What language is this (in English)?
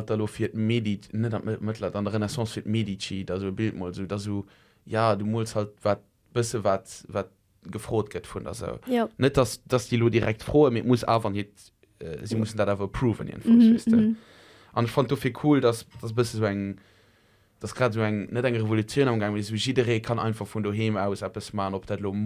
Luxembourgish